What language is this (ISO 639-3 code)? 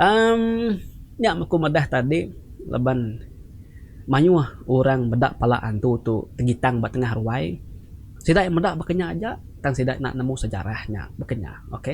iba